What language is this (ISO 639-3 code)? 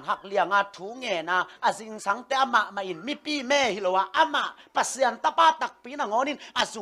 ctd